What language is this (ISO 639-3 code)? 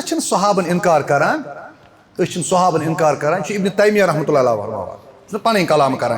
kas